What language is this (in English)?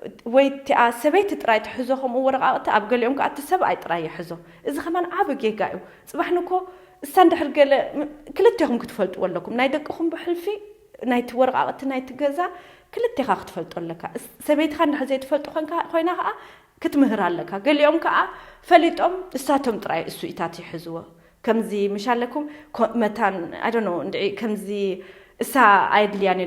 Tigrinya